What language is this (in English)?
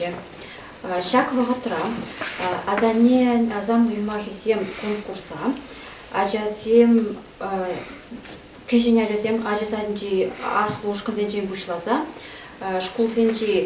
Chuvash